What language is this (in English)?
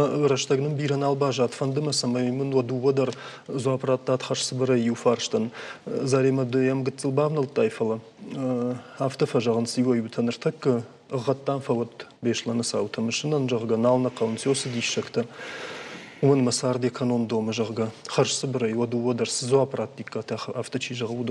Ossetic